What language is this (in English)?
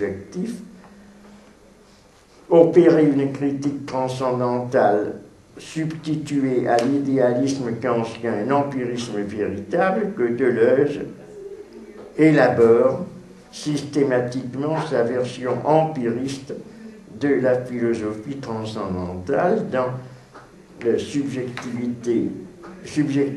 French